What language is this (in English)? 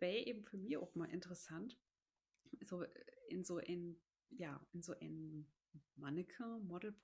Low German